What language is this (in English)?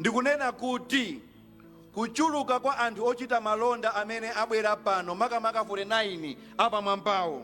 Nyanja